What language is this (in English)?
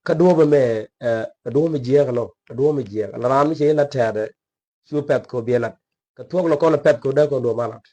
Nuer